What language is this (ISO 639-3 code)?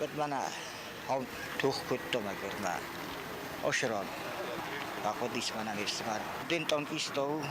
oss